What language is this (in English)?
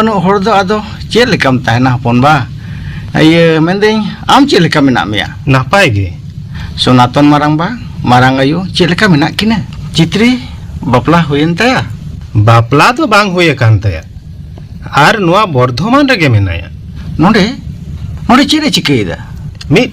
Santali